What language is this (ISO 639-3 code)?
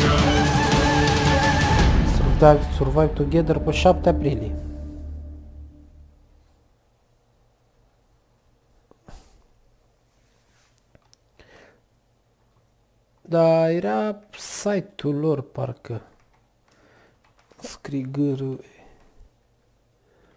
ron